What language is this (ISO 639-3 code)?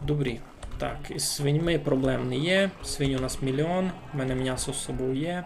rue